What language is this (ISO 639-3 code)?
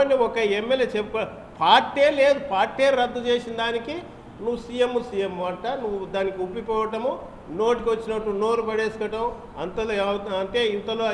tel